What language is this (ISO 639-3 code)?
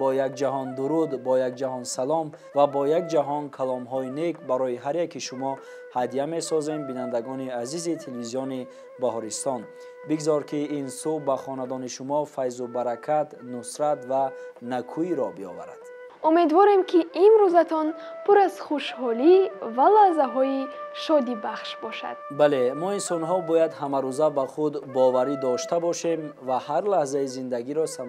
tgk